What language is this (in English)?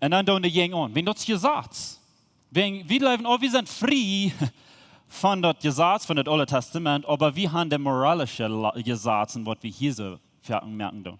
Plautdietsch